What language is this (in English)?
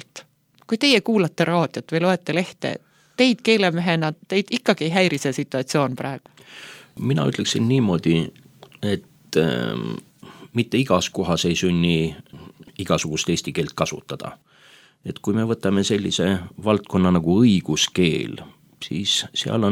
Estonian